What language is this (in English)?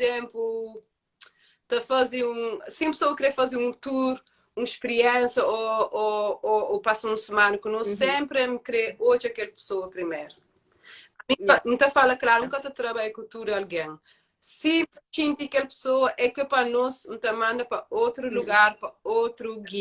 Kabuverdianu